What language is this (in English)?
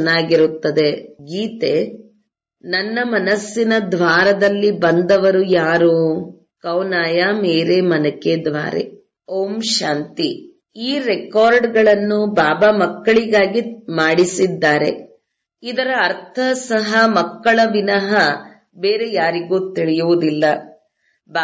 Kannada